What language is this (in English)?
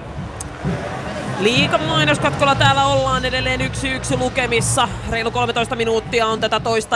Finnish